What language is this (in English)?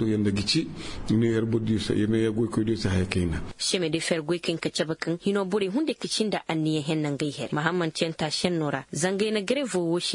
Koyraboro Senni